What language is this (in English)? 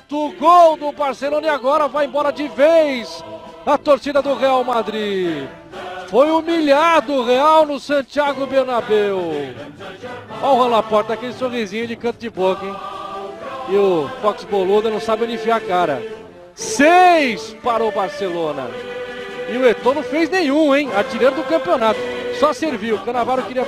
Portuguese